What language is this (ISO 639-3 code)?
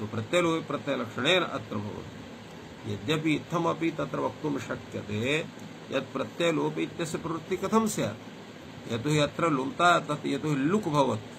san